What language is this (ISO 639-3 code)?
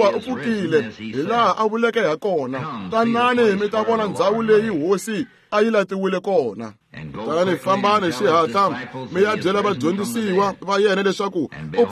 tso